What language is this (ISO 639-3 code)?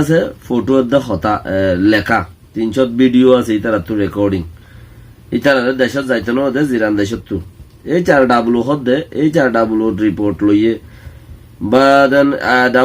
rhg